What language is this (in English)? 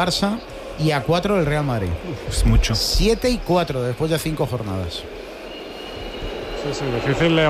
Spanish